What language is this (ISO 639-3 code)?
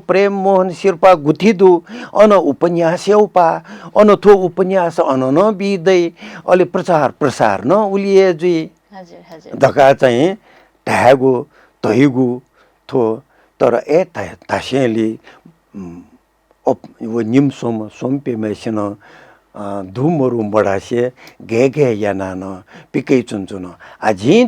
new